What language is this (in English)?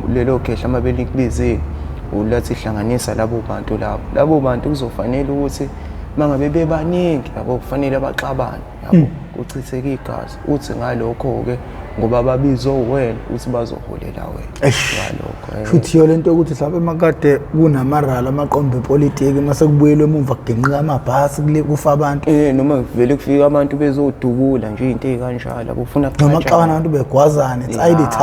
Zulu